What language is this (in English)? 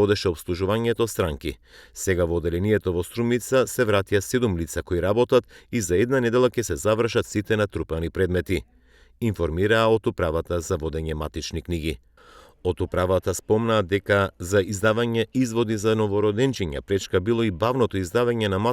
Macedonian